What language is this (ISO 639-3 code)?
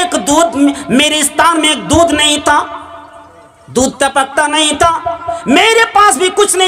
urd